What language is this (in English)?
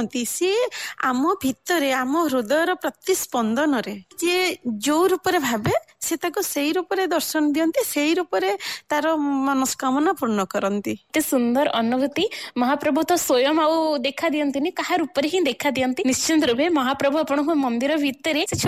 Odia